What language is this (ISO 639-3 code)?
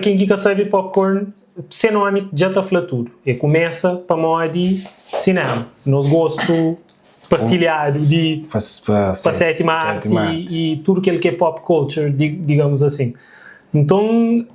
kea